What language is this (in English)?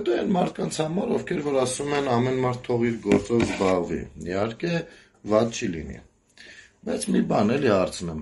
Armenian